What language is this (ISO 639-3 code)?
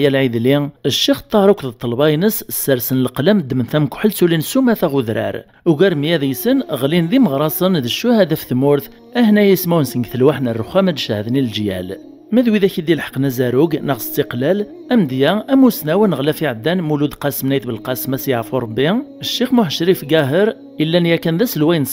kab